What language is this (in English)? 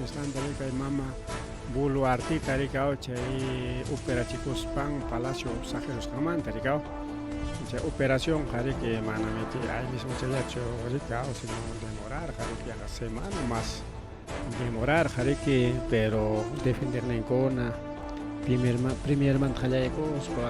Ayacucho Quechua